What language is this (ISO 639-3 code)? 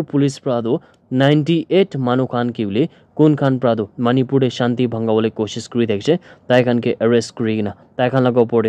nag